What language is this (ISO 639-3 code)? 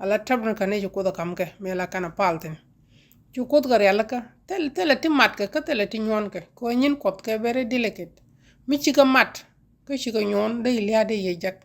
nus